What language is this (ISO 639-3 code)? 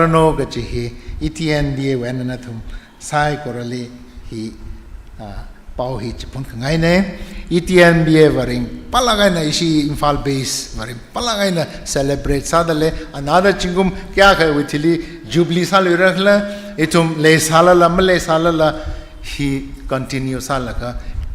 nmf